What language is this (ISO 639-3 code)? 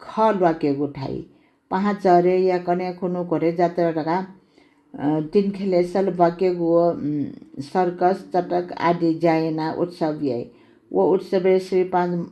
new